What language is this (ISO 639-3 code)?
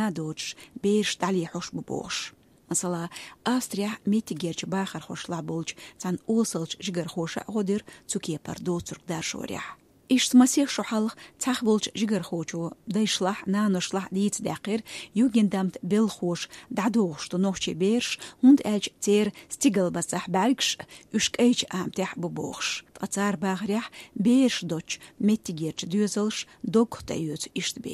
che